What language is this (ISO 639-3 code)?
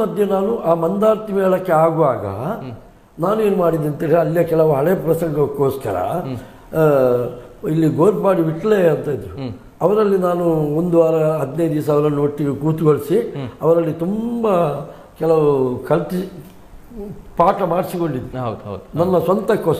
kan